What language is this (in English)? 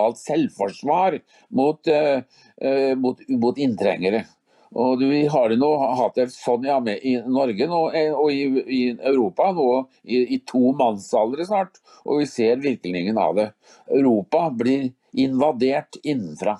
Norwegian